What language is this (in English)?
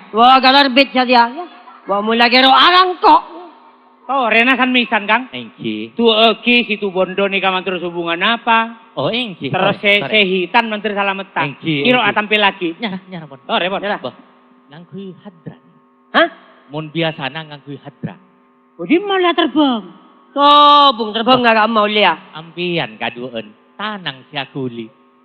Madurese